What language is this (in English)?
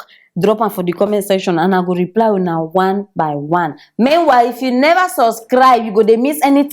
Nigerian Pidgin